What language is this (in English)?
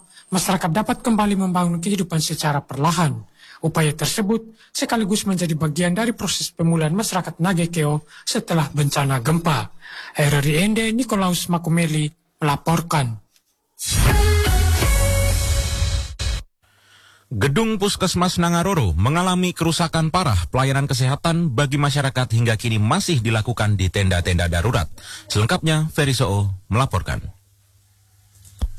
Indonesian